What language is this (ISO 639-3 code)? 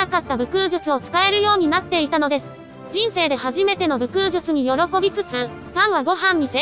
jpn